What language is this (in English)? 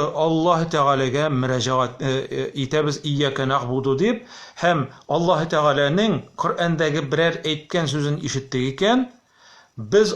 Tatar